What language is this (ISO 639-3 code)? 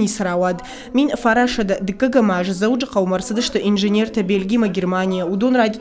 oss